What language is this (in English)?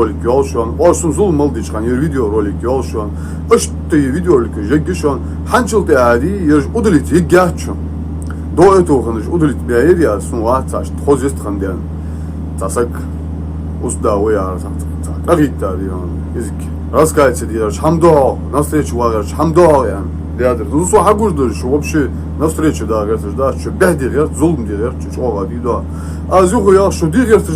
Chechen